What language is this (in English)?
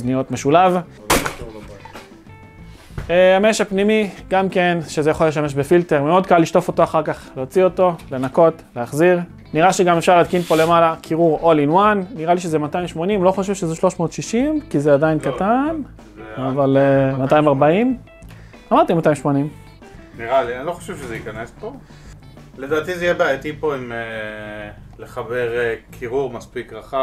Hebrew